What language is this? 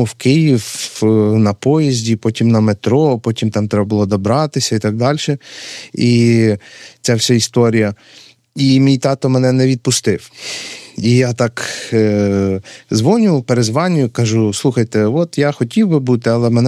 Ukrainian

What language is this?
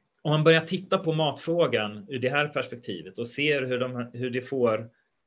Swedish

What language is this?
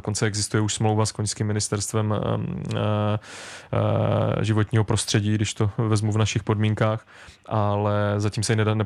Czech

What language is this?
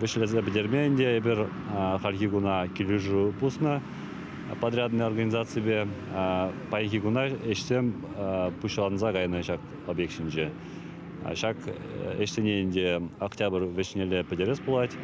Chuvash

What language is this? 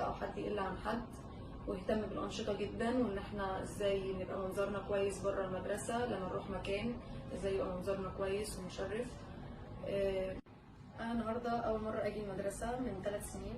Egyptian Arabic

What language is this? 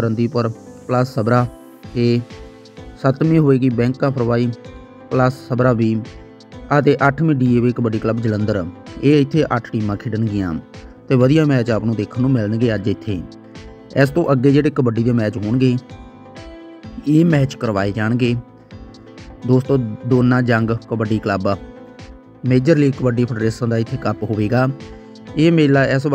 Punjabi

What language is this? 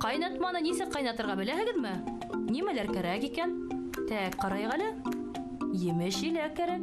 Bashkir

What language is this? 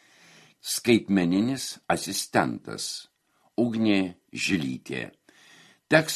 Lithuanian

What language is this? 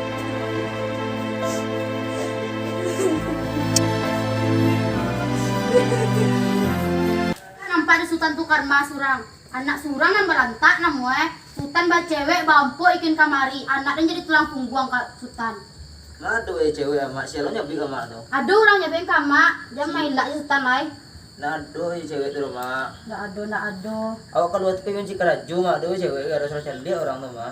Minangkabau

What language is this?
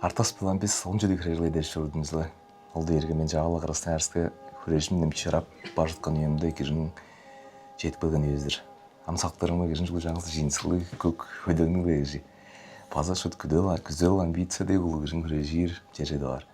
Tuvinian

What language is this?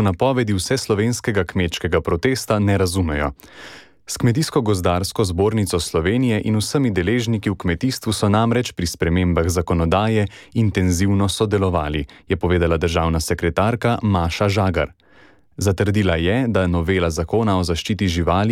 Slovenian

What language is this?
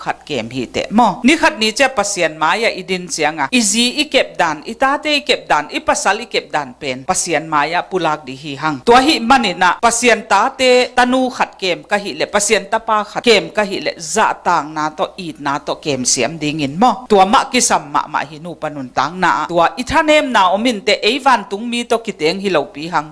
Tedim Chin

